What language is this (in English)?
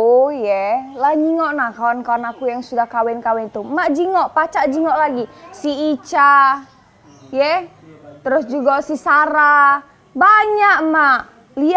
Musi